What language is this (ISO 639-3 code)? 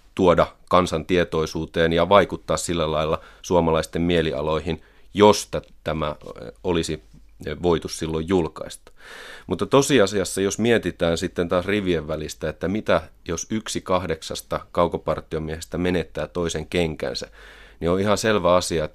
fin